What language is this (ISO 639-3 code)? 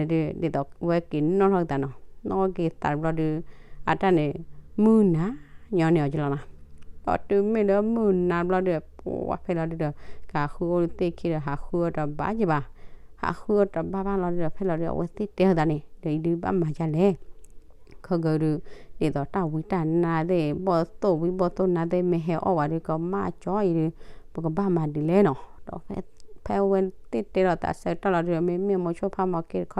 ksw